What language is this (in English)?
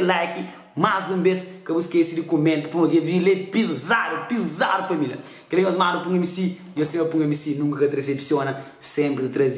Kabuverdianu